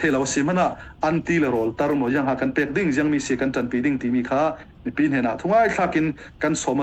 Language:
Falam Chin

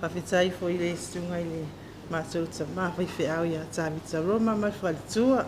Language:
Samoan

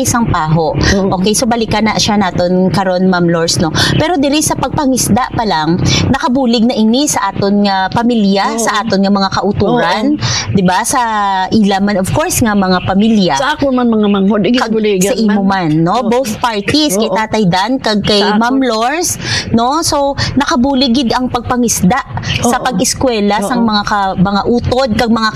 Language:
Hiligaynon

